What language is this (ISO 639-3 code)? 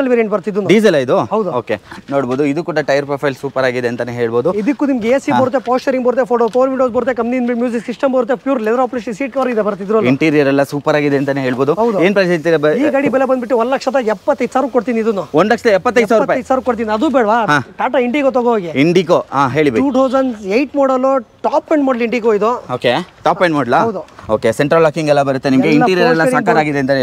kan